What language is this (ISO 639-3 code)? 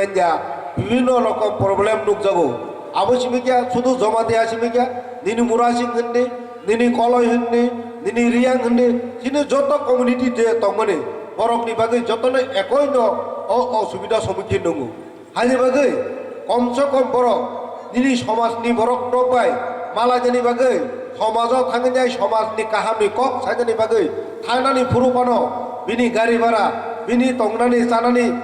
trp